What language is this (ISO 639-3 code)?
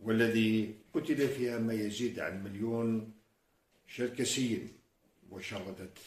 apc